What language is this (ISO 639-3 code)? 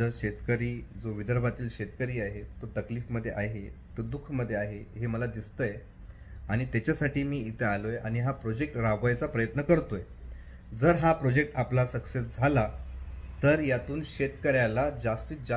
mar